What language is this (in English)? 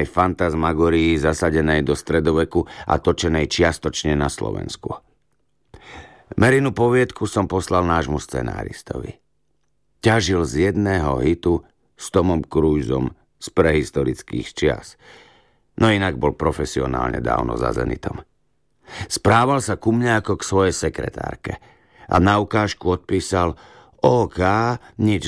Slovak